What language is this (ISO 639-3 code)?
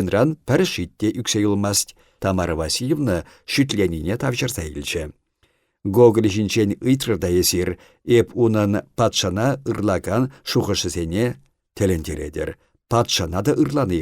chv